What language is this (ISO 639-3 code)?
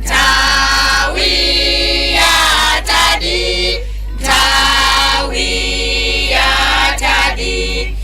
nya